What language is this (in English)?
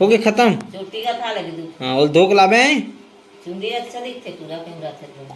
Chhattisgarhi